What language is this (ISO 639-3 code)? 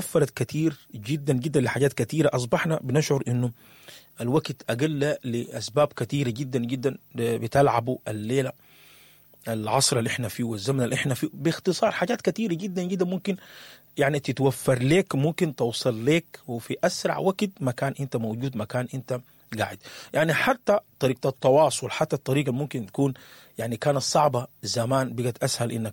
apd